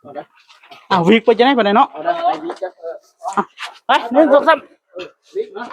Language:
Northeastern Thai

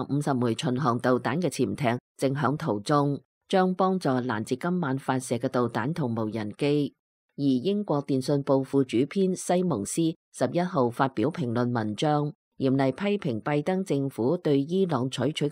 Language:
Cantonese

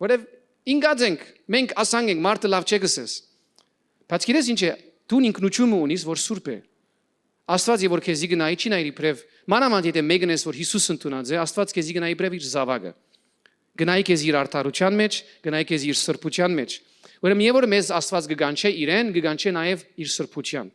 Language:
Western Armenian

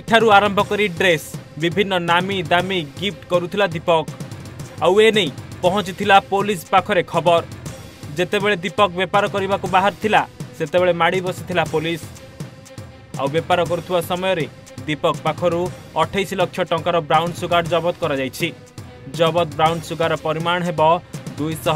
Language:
Odia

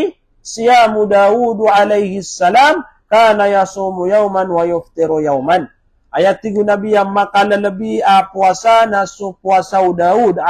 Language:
Maranao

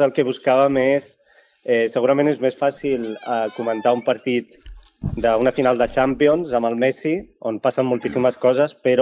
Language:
Catalan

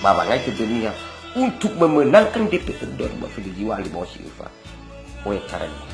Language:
Nias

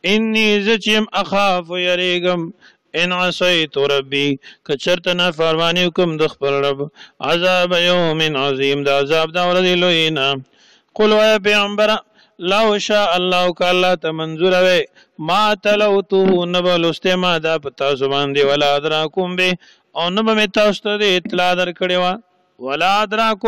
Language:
Pashto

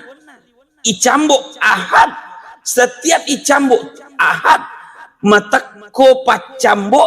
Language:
Buginese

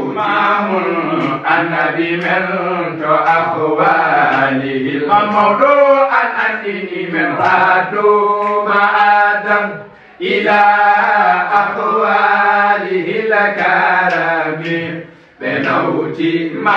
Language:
Fula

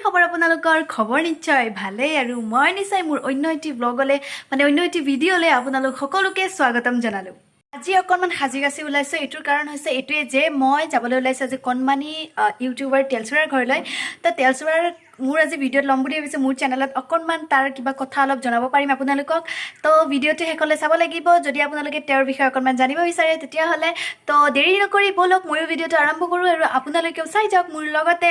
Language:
Assamese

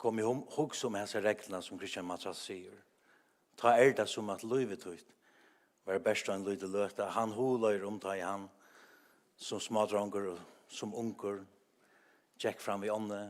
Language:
Faroese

